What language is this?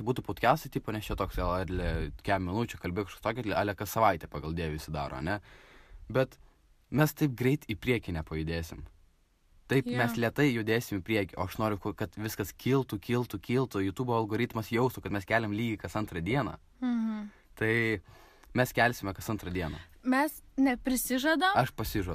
Lithuanian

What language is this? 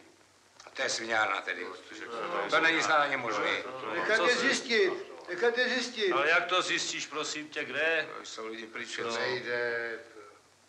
Czech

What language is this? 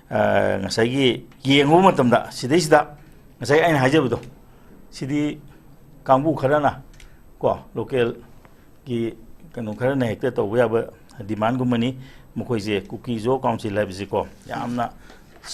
Manipuri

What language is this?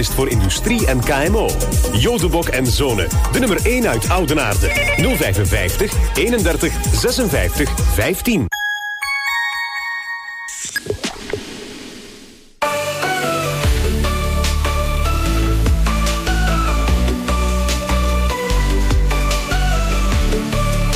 Dutch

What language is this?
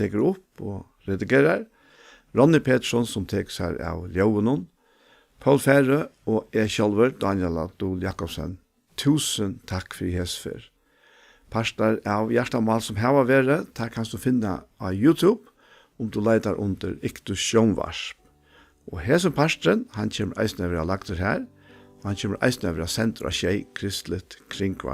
Faroese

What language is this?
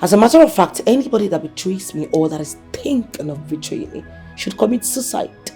Nigerian Pidgin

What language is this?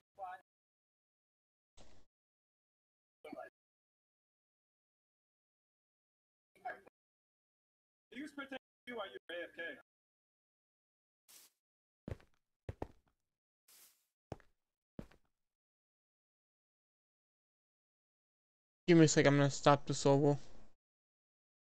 English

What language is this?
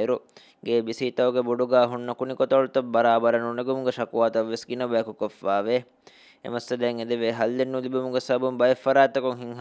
Divehi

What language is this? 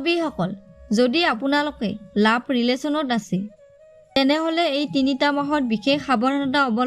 Assamese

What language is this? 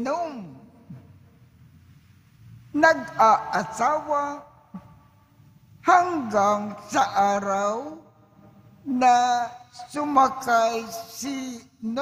Filipino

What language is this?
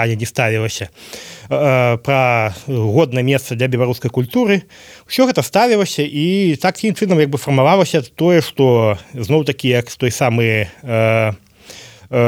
Belarusian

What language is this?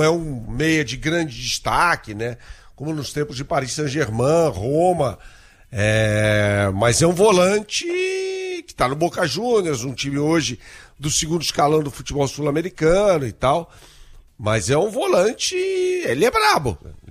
Portuguese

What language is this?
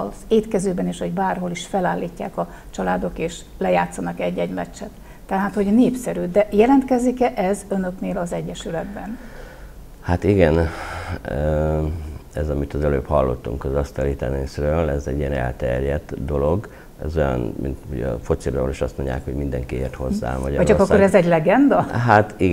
Hungarian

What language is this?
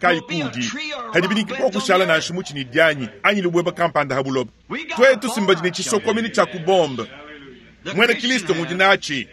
Luba-Lulua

